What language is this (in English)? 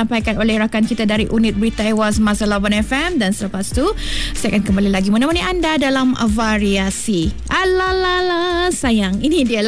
Malay